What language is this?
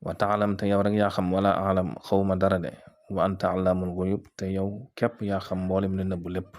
Wolof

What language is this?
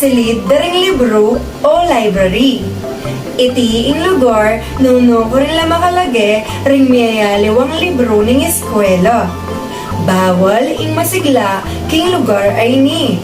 Pampanga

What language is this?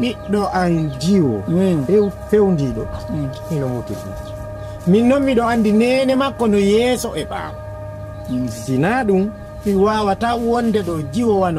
Fula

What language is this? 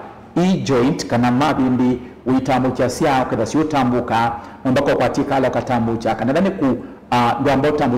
Kamba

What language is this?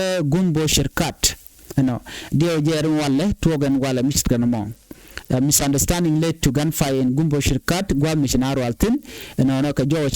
Nuer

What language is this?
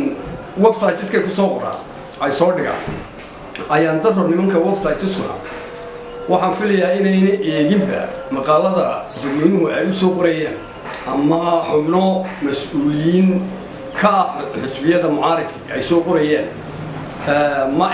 Somali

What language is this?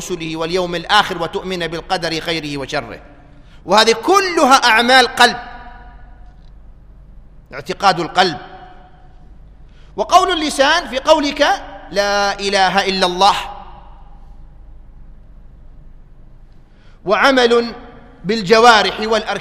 Arabic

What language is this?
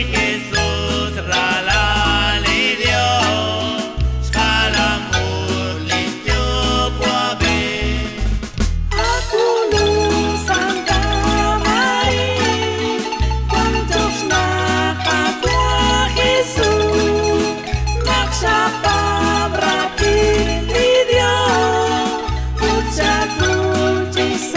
Kekchí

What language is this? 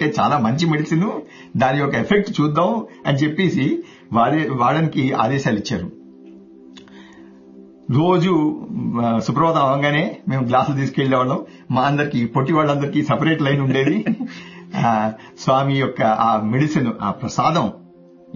Telugu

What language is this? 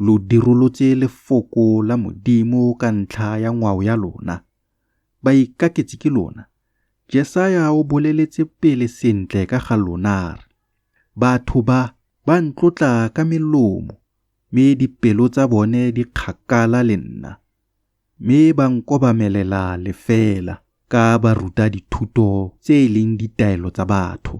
Tswana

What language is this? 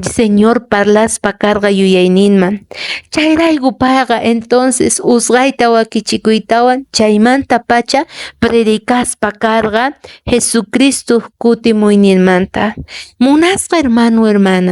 Quechua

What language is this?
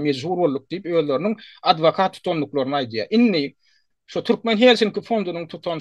Turkmen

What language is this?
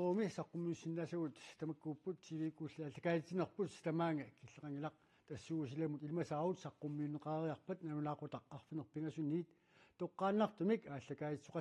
Kalaallisut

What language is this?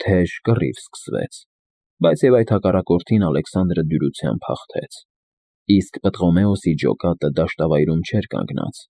Armenian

